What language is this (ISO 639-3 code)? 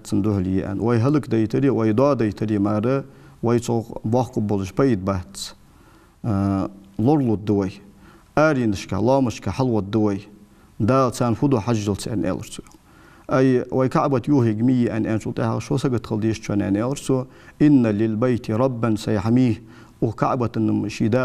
inh